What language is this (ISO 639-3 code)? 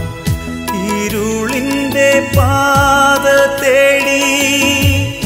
mal